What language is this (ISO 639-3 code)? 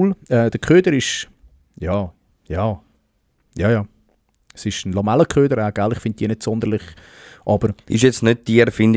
gsw